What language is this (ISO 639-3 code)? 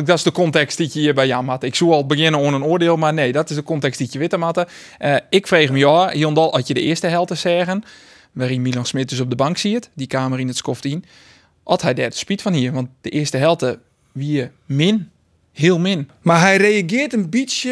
fry